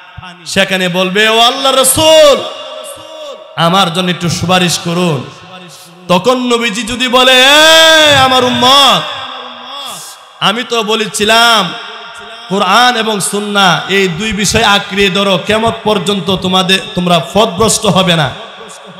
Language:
Bangla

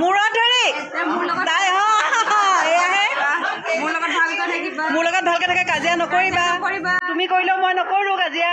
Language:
Assamese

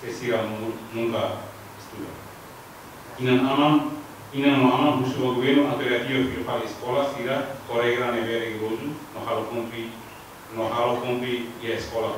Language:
Tetum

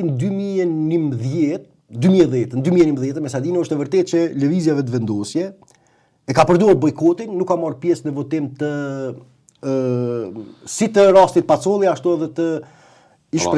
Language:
Albanian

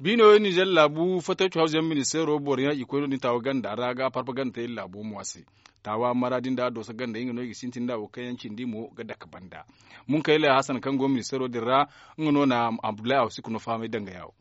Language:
Zarma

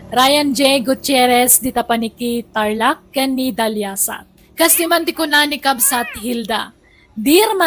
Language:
Iloko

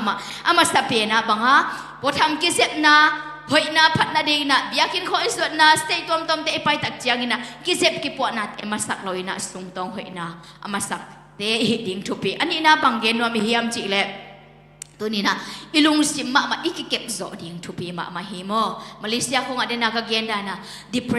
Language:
Tedim Chin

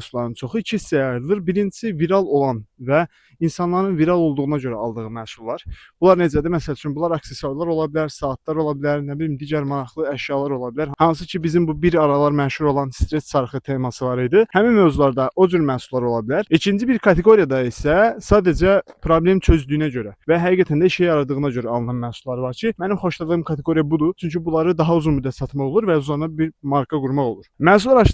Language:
Azerbaijani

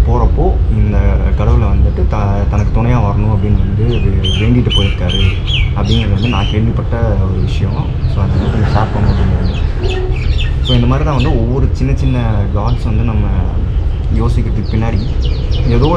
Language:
Tamil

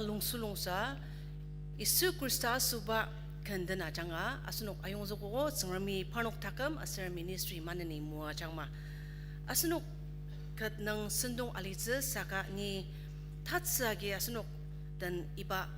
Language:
Ao Naga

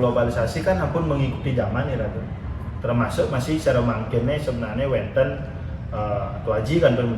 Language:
Balinese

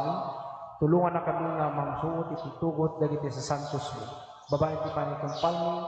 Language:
Iloko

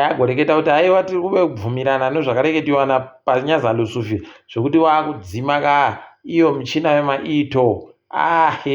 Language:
Ndau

